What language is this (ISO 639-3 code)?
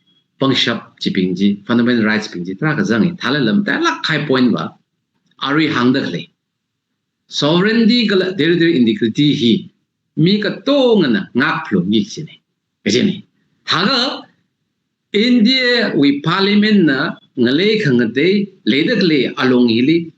nmf